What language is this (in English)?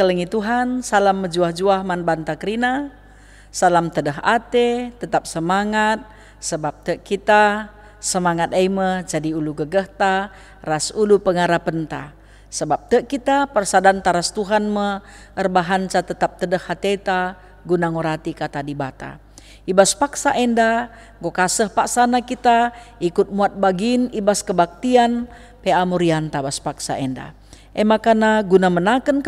Batak Karo